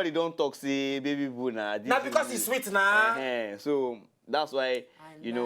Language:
Nigerian Pidgin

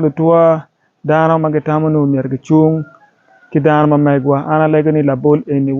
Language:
Acoli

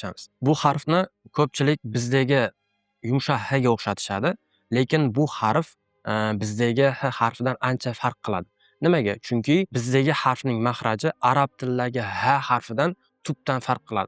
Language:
Uzbek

